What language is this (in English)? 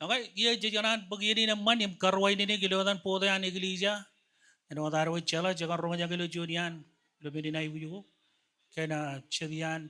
Marshallese